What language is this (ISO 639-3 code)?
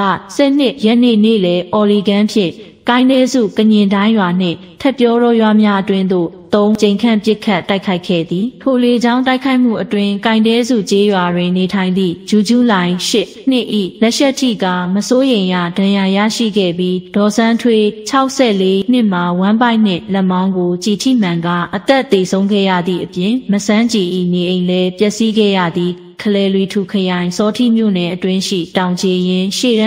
mya